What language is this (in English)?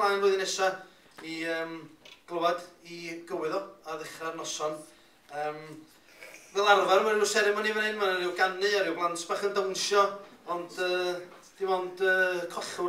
Welsh